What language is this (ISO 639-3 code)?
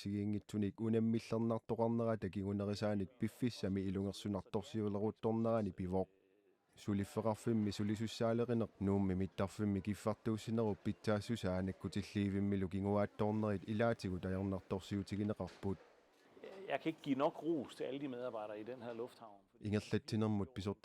kal